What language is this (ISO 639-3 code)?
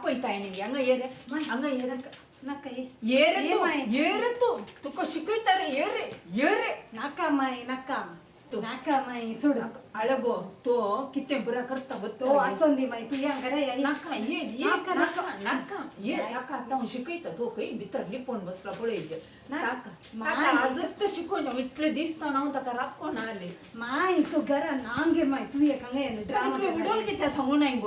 kok